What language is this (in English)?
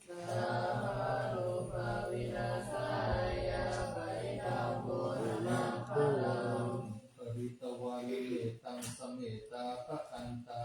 Pali